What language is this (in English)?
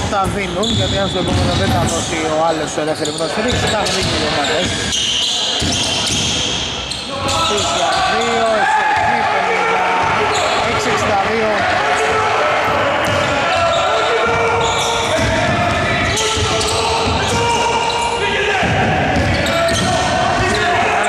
Greek